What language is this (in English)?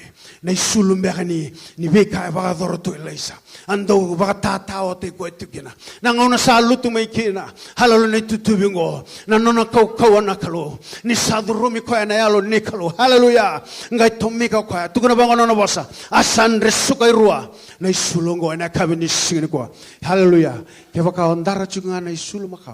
Fijian